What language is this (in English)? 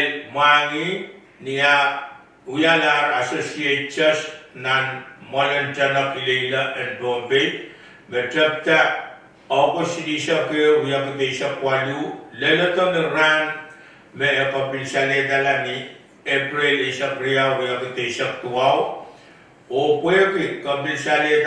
Pohnpeian